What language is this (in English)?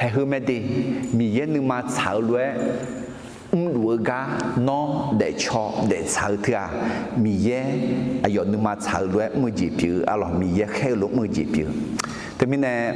Akha